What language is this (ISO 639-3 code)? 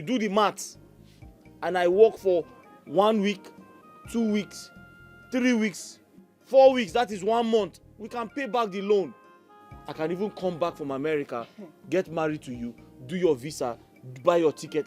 pcm